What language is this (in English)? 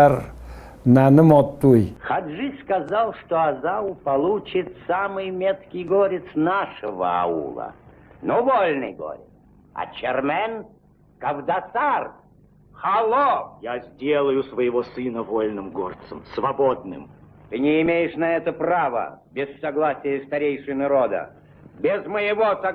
Ossetic